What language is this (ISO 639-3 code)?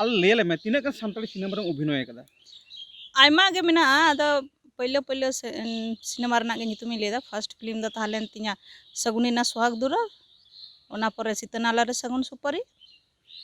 sat